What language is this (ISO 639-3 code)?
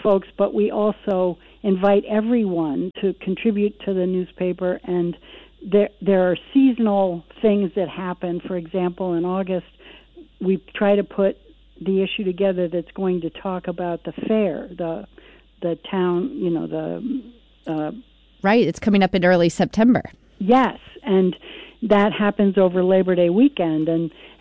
eng